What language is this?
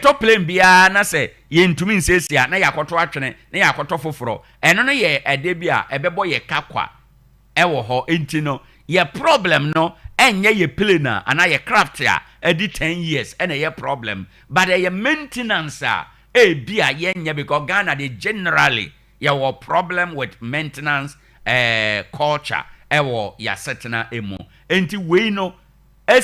Akan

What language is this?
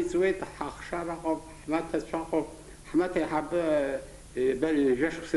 Abkhazian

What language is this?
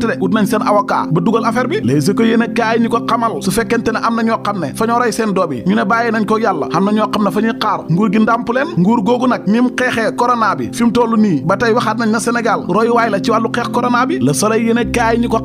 Wolof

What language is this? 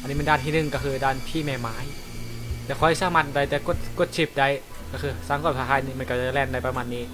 Lao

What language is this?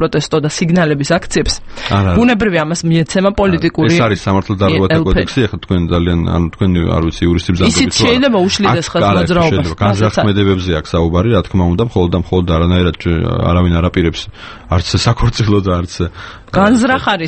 Georgian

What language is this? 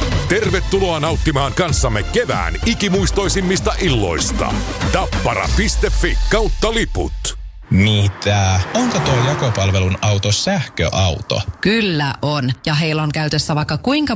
Finnish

